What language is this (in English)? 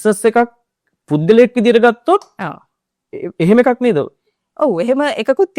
Sinhala